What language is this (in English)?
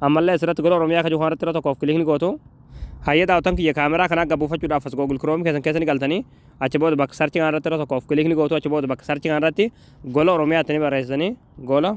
Oromo